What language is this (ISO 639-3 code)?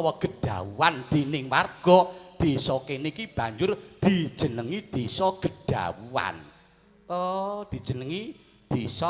jav